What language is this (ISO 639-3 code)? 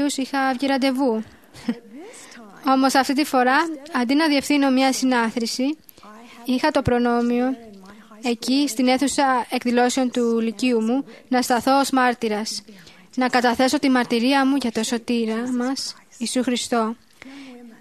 ell